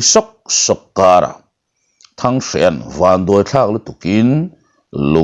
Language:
Mizo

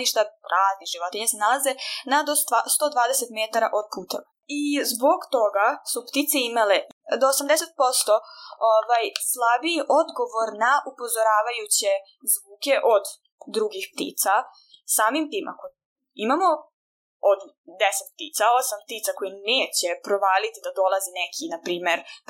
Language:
Serbian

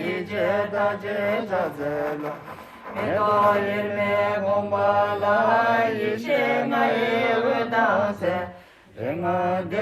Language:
Tibetan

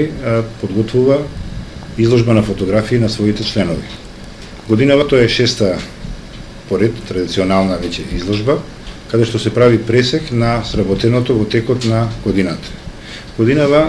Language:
Macedonian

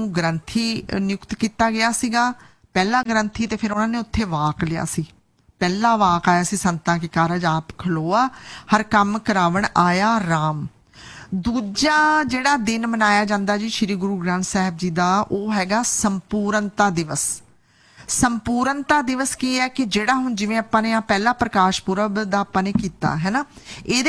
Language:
Punjabi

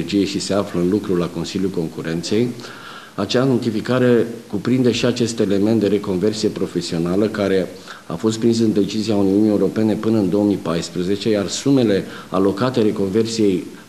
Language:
Romanian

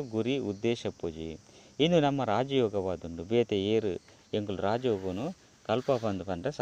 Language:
Tulu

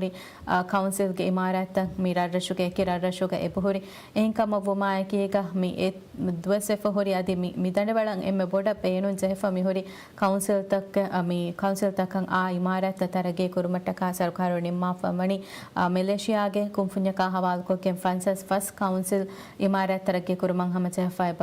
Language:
Divehi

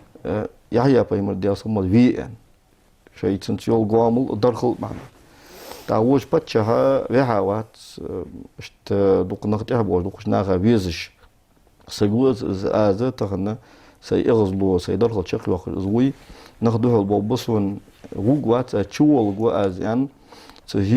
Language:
Ingush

